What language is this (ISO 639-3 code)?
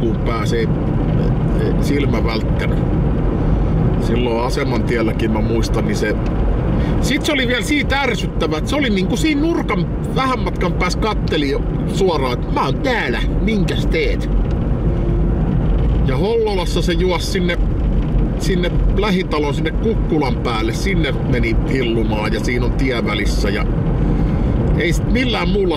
fin